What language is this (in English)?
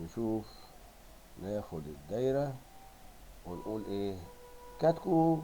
Egyptian Arabic